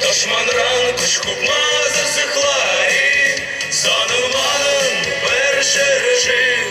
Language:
Chuvash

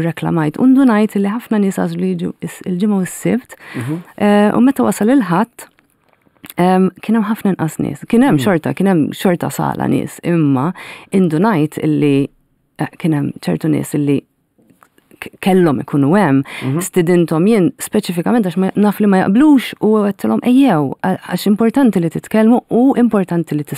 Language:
Maltese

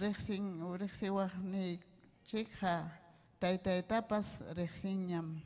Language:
Ayacucho Quechua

